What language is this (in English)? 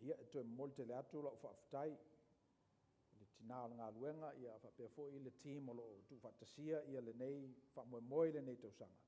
Samoan